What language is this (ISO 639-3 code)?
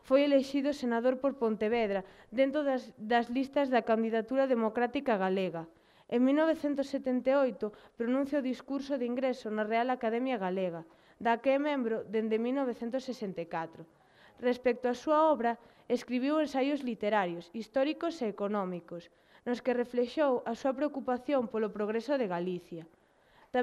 glg